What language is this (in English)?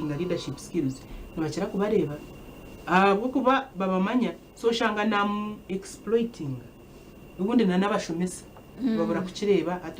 Nyankole